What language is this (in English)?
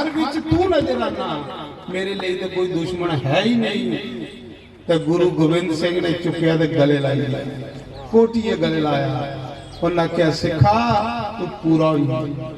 Dogri